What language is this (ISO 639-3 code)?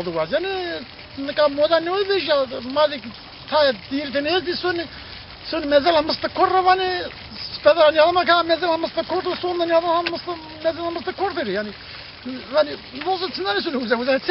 zza